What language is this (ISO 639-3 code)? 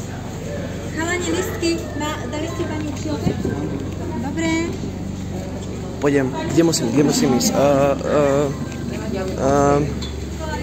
slk